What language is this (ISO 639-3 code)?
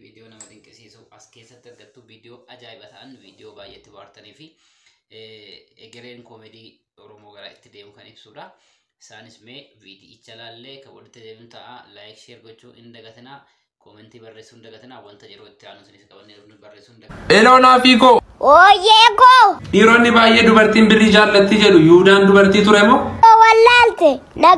orm